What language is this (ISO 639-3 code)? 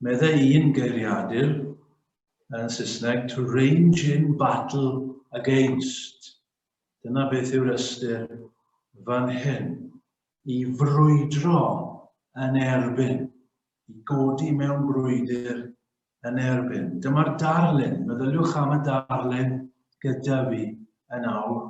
cym